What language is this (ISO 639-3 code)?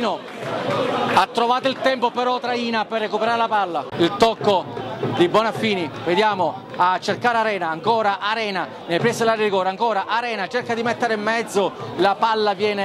ita